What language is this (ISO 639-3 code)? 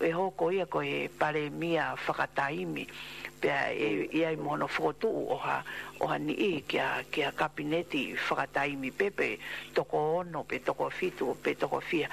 ton